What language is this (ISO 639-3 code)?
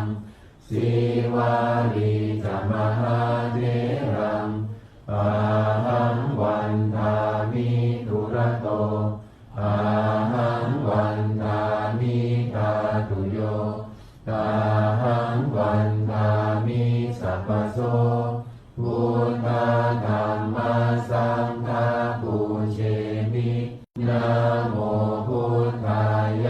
pli